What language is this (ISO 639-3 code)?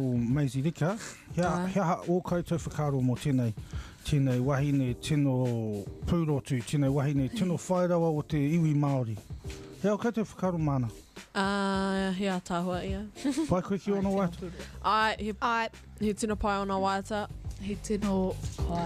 mri